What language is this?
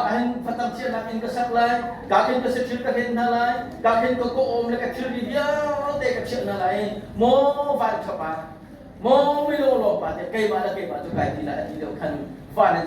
Hakha Chin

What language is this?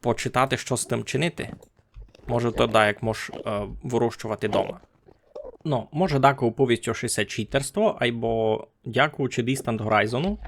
Rusyn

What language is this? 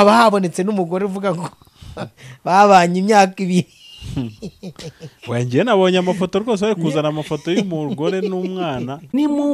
Kinyarwanda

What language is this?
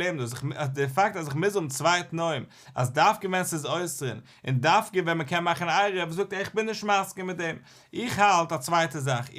Yiddish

